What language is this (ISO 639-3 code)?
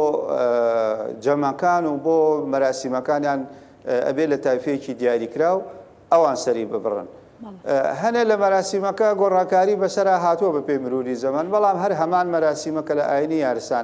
ckb